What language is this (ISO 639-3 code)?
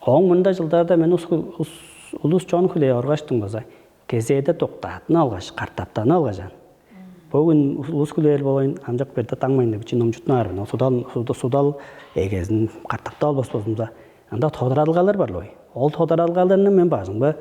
tyv